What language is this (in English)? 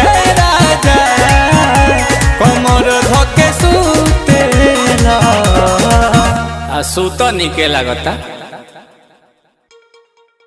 Bhojpuri